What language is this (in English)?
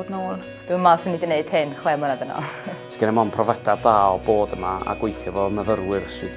Welsh